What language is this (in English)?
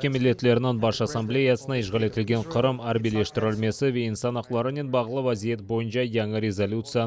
Crimean Tatar